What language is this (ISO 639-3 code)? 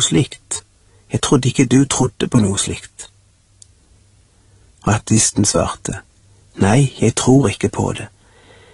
nor